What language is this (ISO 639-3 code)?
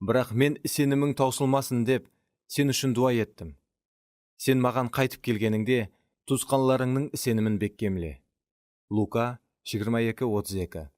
kaa